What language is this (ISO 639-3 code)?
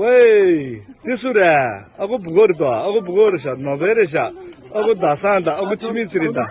bod